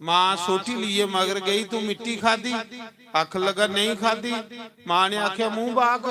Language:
Dogri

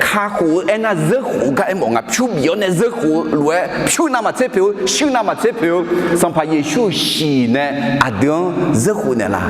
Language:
Akha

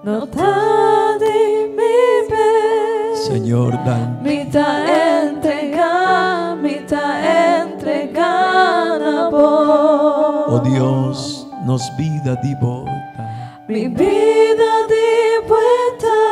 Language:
Papiamento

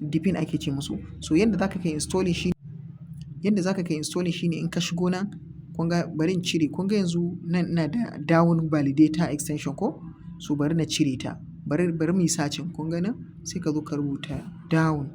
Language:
Hausa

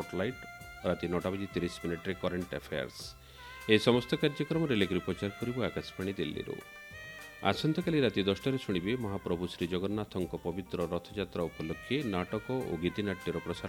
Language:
Odia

